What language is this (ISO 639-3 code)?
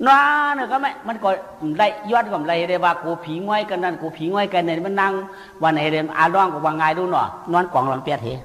shn